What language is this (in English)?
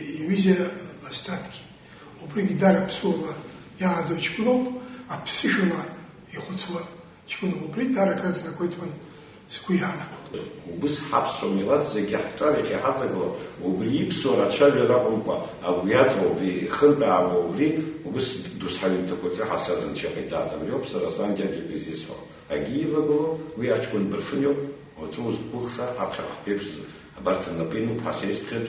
Abkhazian